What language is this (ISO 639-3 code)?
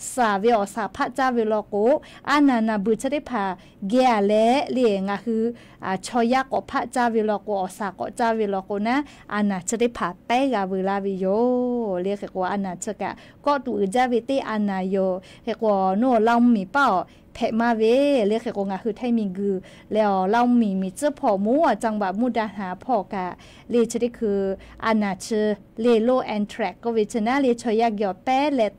lhu